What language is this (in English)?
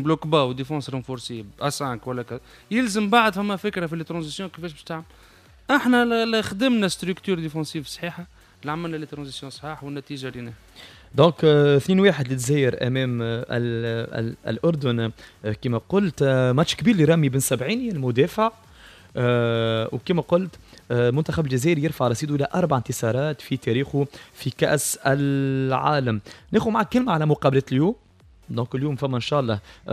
Tunisian Arabic